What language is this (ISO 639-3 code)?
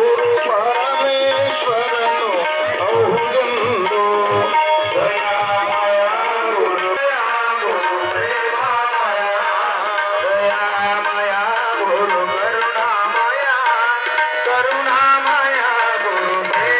kan